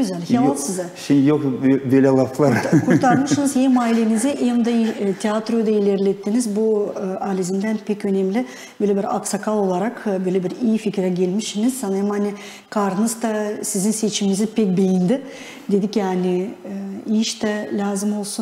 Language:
Gagauz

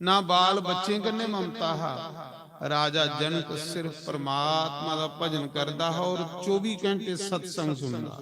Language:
Dogri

